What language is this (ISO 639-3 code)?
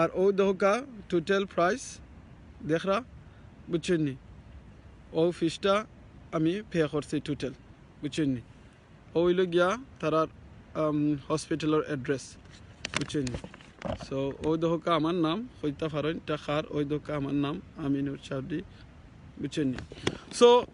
syl